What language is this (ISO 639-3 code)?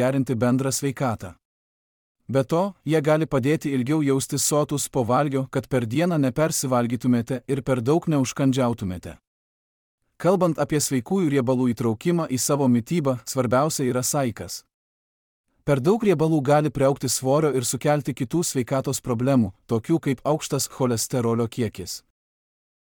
lit